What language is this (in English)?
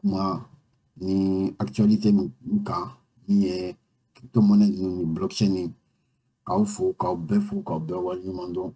Bambara